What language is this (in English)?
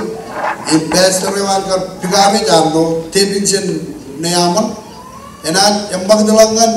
Marshallese